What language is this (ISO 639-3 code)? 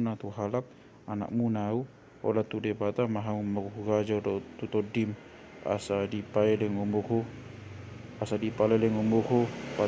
bbc